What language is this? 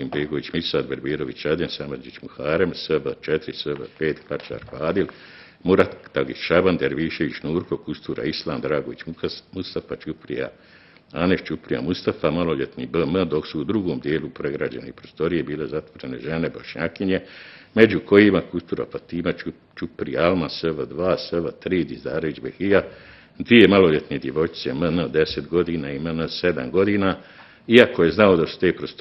Bosnian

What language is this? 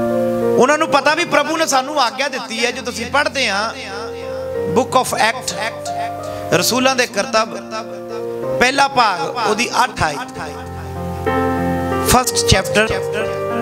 Punjabi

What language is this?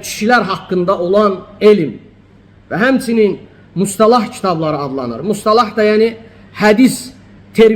Azerbaijani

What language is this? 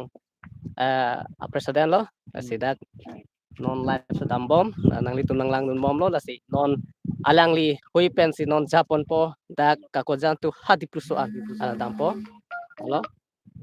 Karbi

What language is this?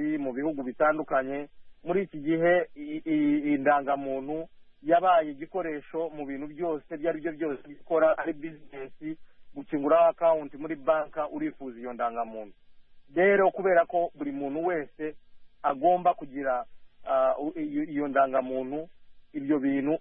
Kinyarwanda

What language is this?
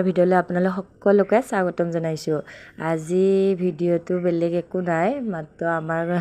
Assamese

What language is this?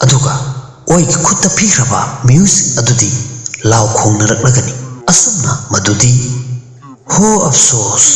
Manipuri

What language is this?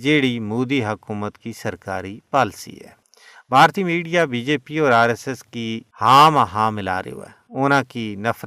Gujari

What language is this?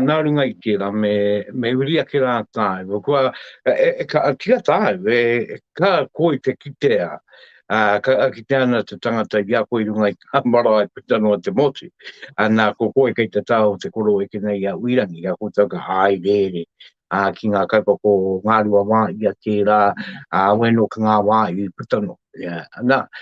Māori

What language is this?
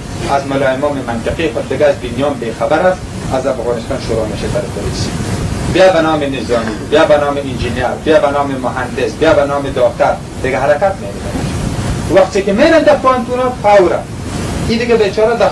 Persian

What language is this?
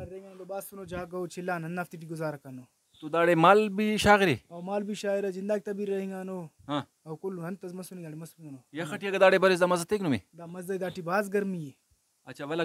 Brahui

